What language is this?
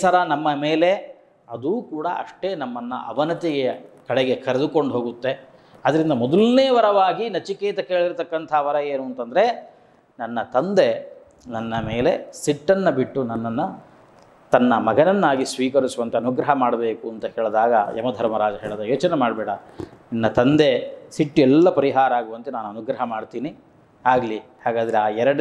Kannada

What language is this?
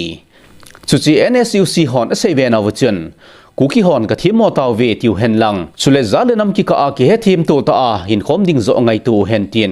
Thado Chin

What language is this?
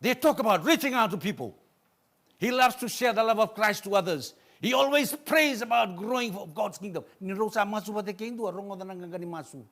Fijian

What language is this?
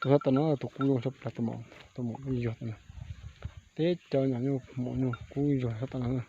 Hmong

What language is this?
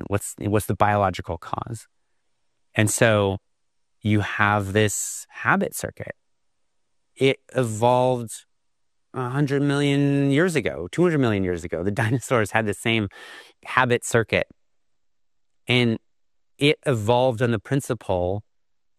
English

